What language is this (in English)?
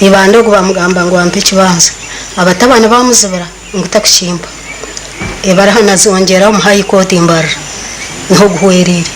Nyankole